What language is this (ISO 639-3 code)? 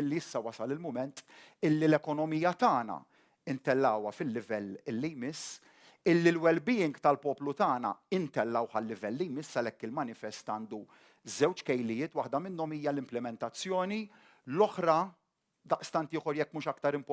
mlt